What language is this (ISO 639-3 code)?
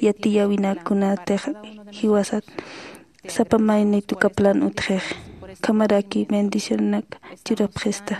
aym